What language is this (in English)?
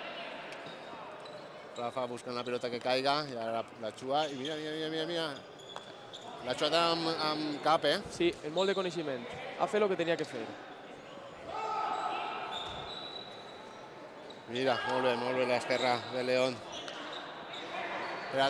Catalan